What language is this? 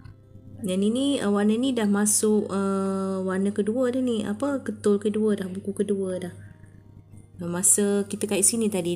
Malay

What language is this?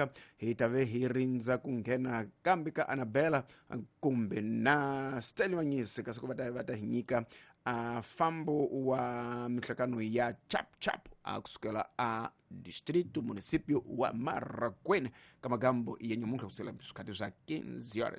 Tsonga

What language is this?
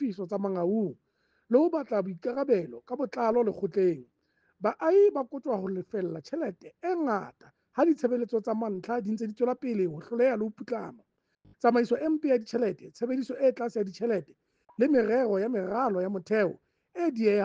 Southern Sotho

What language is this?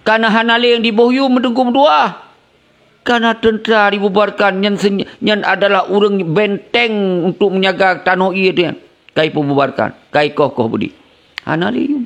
Achinese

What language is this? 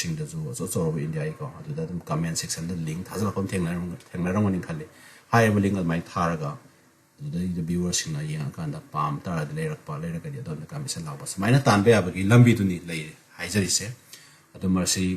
Manipuri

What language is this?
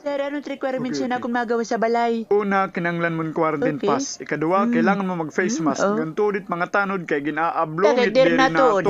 Waray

